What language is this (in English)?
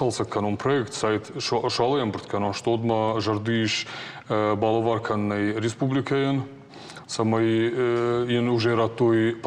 Ossetic